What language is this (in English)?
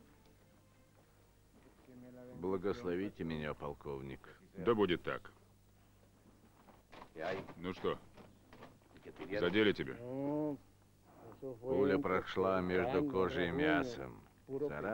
Russian